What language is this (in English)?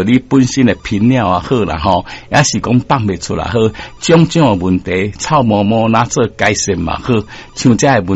Min Nan Chinese